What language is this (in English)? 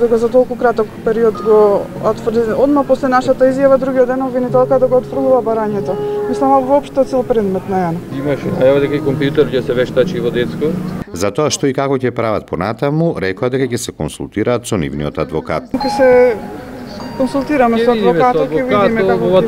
Macedonian